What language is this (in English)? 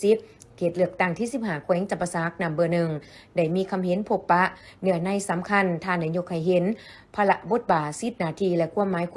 Lao